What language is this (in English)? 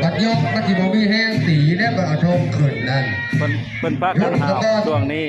Northeastern Thai